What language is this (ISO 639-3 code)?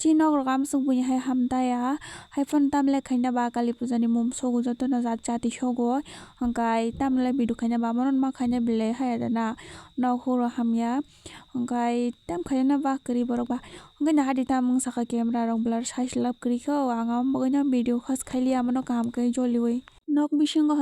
trp